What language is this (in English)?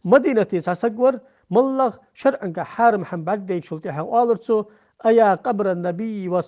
Ingush